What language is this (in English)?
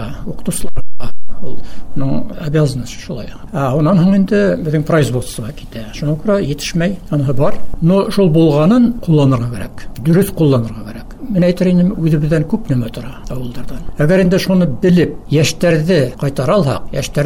Bashkir